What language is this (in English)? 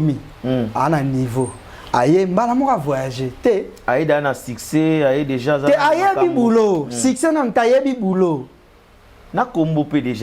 Lingala